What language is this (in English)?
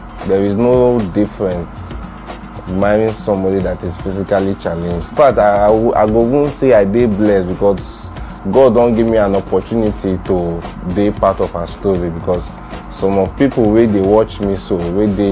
Nigerian Pidgin